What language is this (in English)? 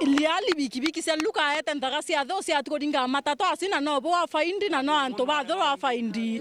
Meru